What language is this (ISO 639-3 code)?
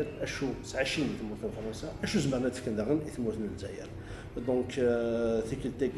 kab